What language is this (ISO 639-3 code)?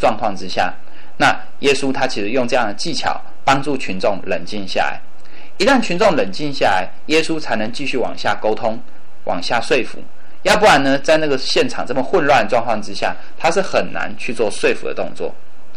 zho